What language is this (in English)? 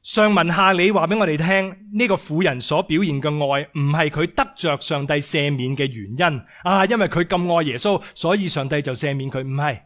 Cantonese